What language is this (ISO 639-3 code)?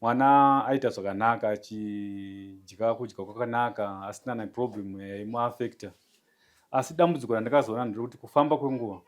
sna